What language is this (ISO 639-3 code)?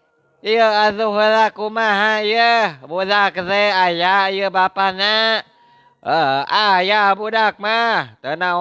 sun